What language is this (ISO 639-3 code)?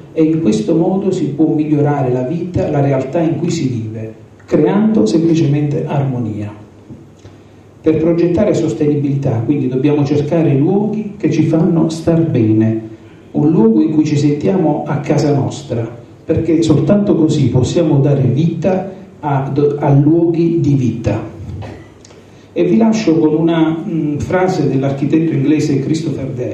ita